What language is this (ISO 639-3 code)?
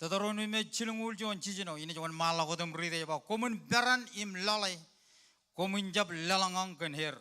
mah